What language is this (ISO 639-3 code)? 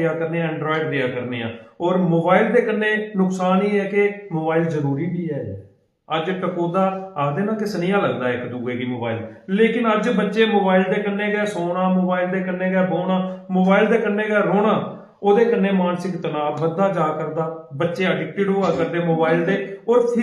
doi